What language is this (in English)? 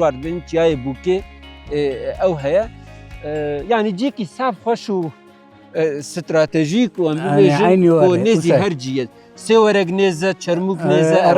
Kurdish